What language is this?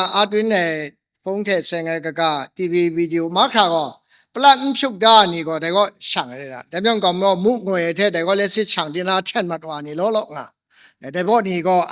Kachin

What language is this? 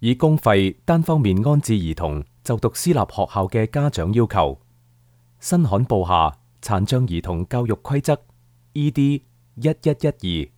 Cantonese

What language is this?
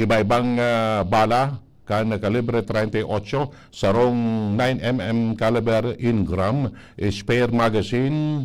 Bikol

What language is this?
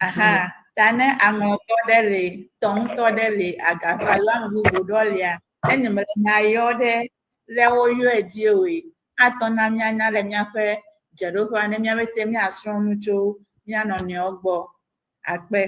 Ewe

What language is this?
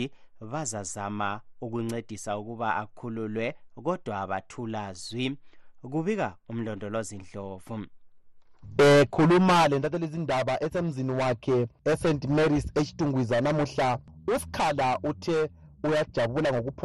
North Ndebele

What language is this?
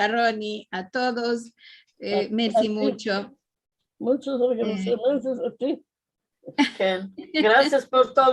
Ladino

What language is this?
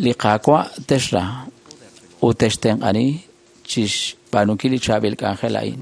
Kekchí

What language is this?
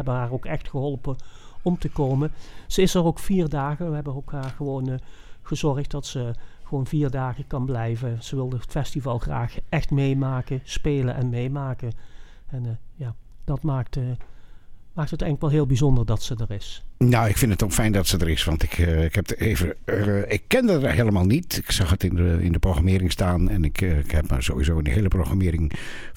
Dutch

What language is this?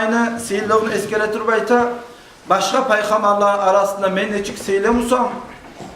Kumyk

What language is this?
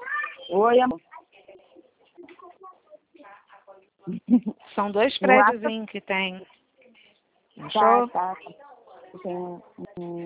Portuguese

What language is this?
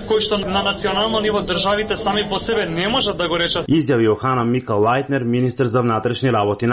Macedonian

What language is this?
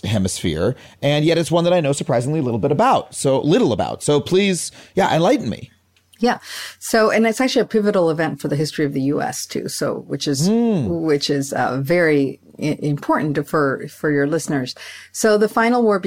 English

